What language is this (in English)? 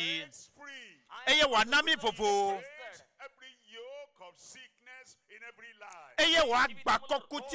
Ewe